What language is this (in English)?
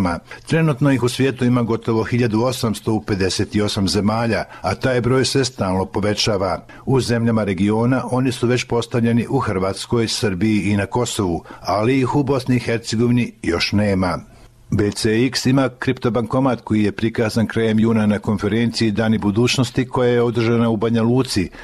Bosnian